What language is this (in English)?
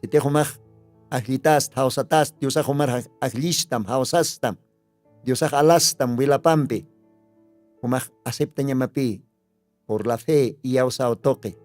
Aymara